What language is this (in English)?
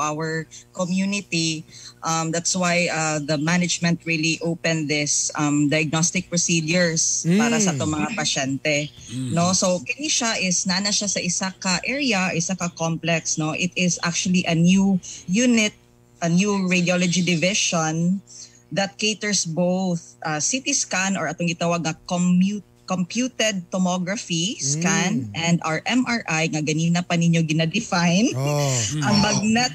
Cebuano